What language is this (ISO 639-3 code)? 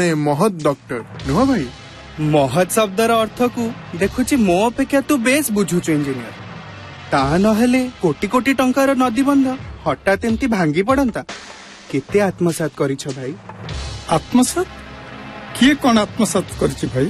ori